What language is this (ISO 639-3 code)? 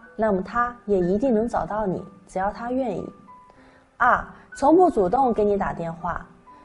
zho